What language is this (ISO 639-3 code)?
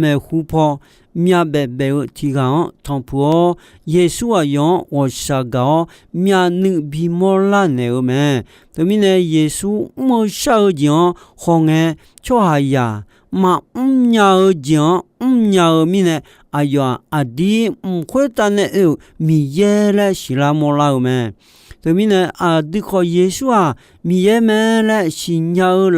ahk